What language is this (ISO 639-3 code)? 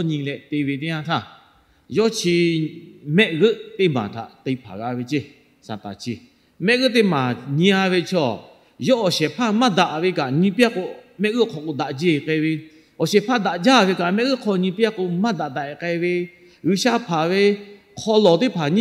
lhu